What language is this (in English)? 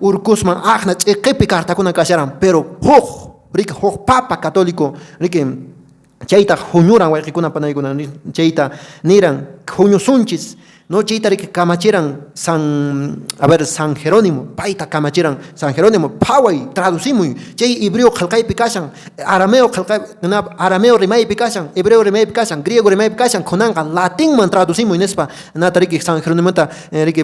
Quechua